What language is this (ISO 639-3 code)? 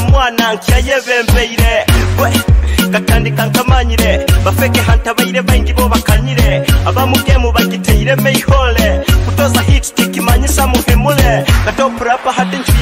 nyo